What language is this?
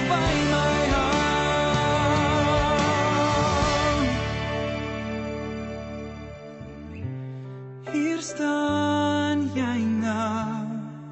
Afrikaans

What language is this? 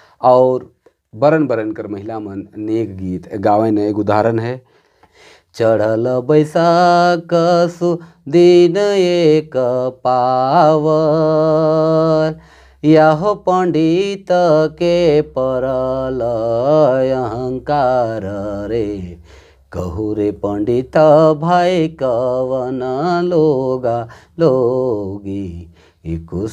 Sadri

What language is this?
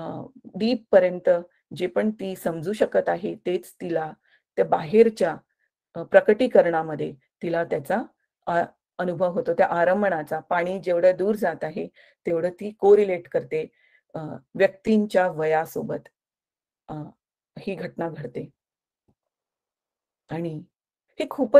Marathi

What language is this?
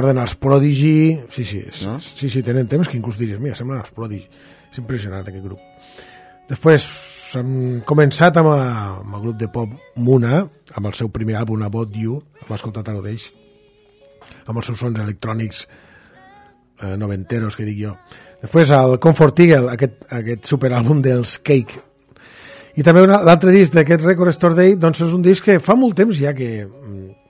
Catalan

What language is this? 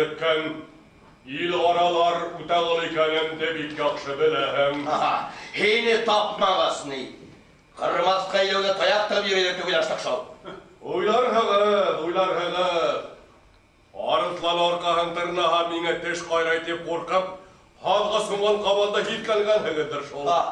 Bashkir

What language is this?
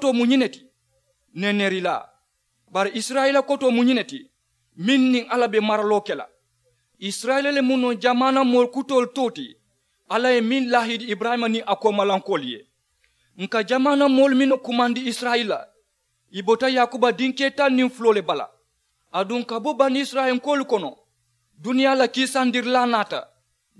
Mandingo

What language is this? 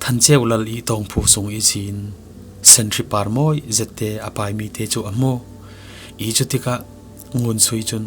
Falam Chin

